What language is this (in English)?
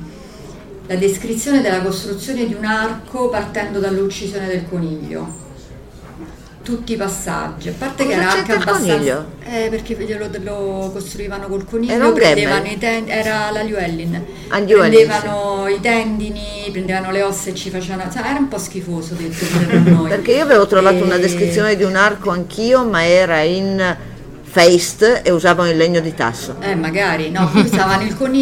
Italian